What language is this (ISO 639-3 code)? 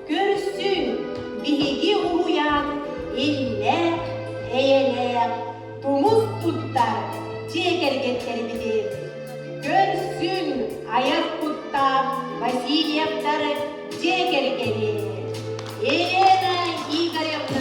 sah